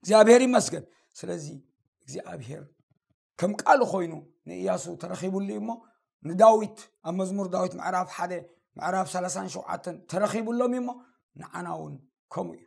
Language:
Tigrinya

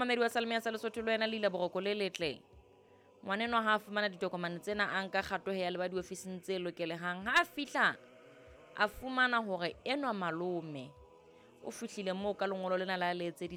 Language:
Southern Sotho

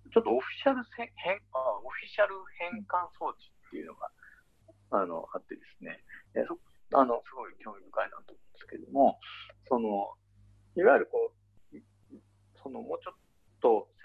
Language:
Japanese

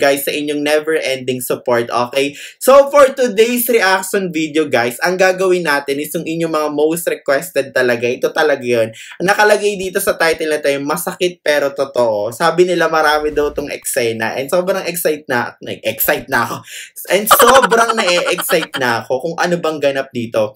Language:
Filipino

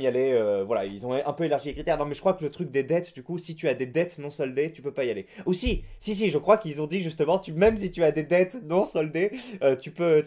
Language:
French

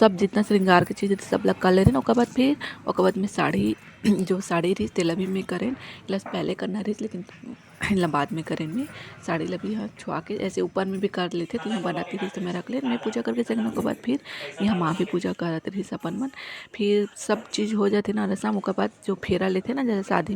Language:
Chhattisgarhi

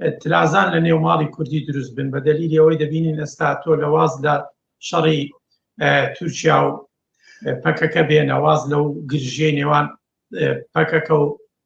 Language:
Central Kurdish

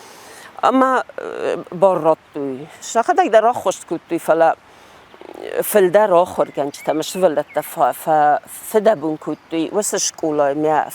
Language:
Ossetic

